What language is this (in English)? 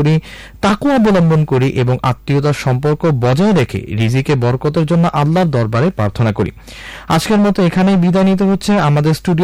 Bangla